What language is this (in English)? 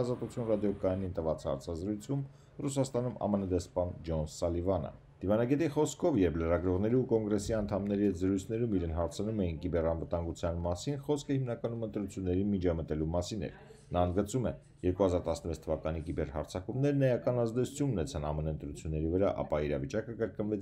Armenian